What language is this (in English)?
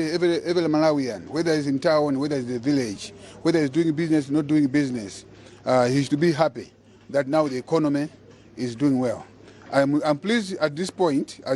English